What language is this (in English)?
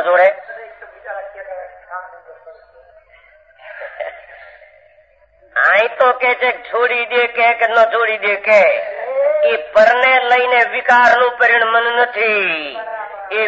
Gujarati